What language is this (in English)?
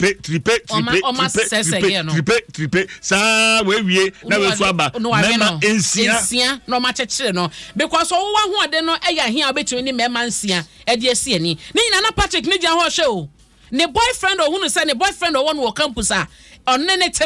Akan